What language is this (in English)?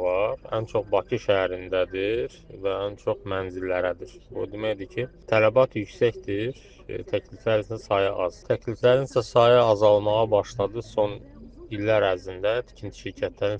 Azerbaijani